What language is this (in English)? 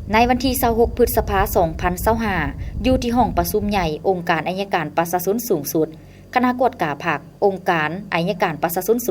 Lao